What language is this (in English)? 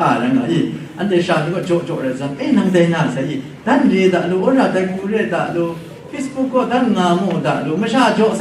Kachin